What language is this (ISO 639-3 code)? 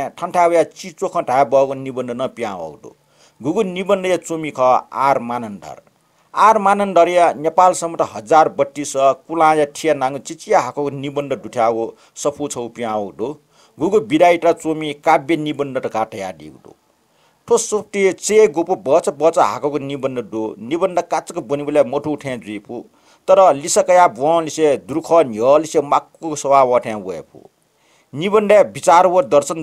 new